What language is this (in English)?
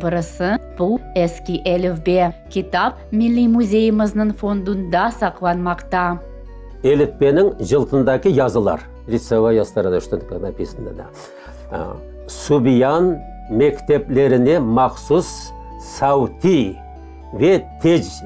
Crimean Tatar